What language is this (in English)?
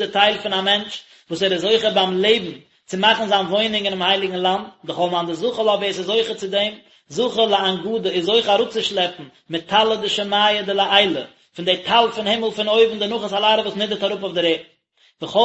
Yiddish